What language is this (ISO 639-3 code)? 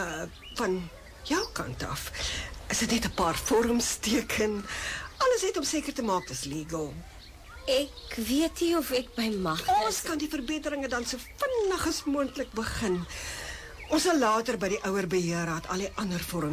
afr